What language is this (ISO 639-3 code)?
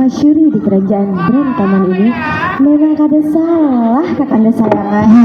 bjn